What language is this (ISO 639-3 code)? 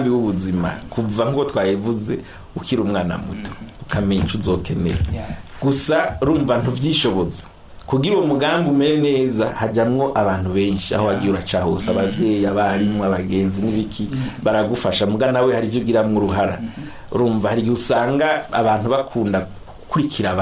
run